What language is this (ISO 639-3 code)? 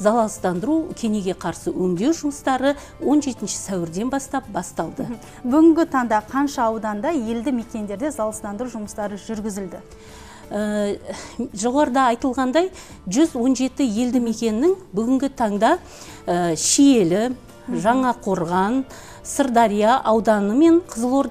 kaz